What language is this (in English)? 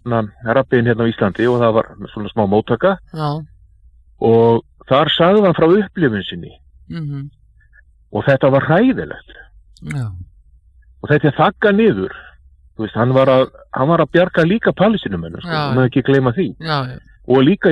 Icelandic